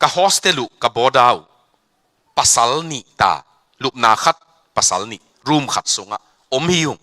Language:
Tedim Chin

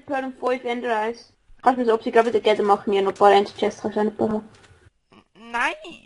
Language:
Swiss German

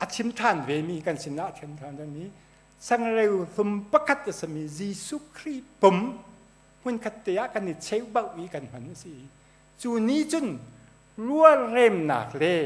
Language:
Hakha Chin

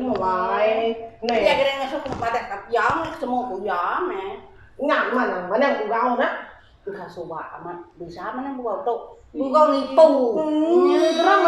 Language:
Iban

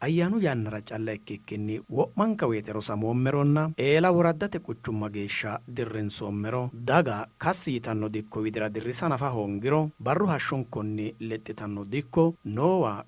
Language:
Sidamo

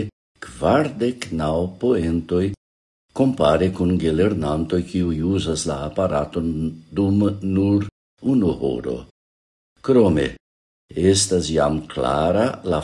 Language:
Esperanto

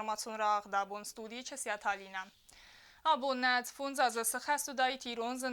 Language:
Ossetic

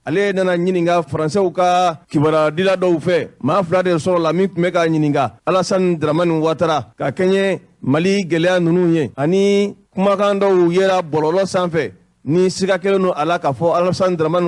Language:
Bambara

